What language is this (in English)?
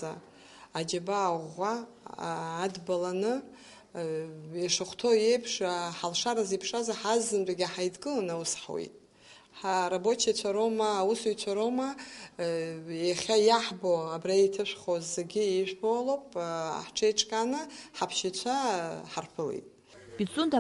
Abkhazian